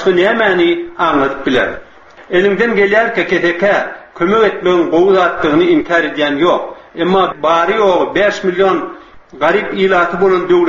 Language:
Turkmen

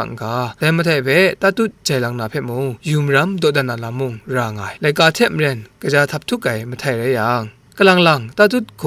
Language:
Kachin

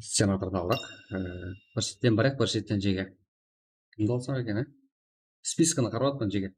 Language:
Kara-Kalpak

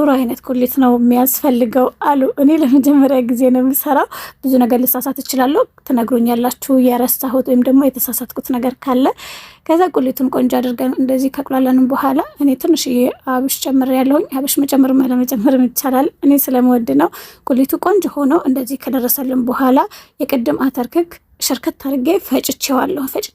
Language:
Amharic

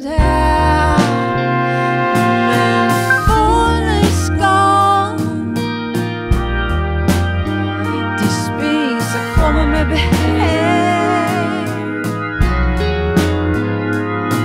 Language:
Danish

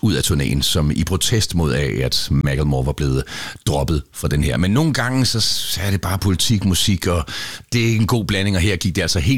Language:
Danish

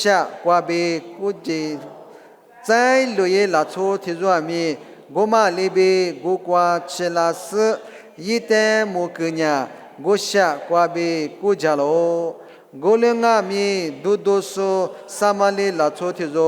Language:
Lisu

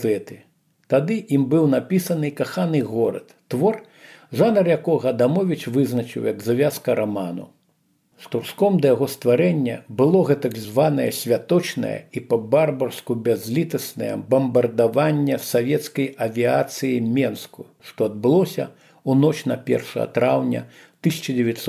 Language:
Belarusian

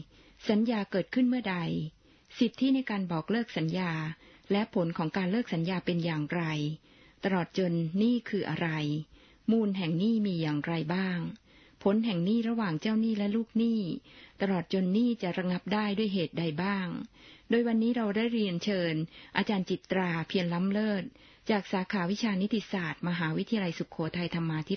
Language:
Thai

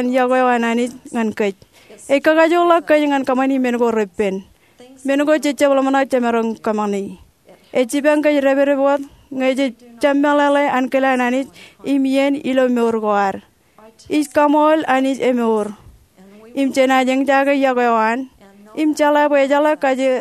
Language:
Marshallese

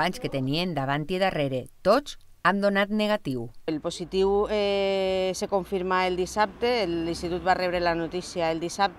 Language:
Catalan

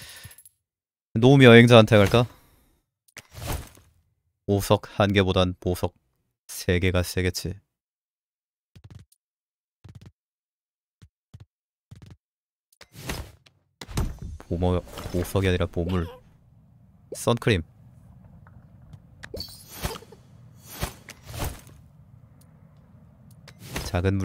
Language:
Korean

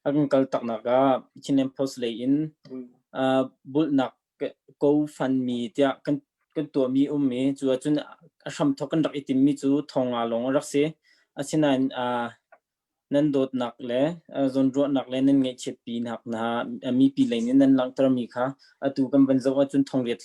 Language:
Hakha Chin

